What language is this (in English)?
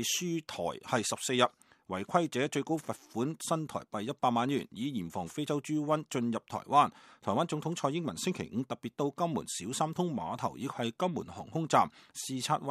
Cantonese